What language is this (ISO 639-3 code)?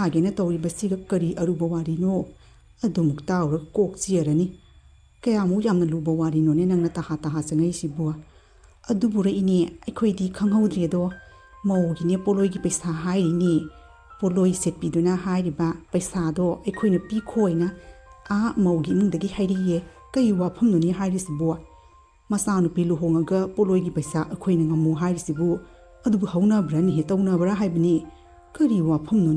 mni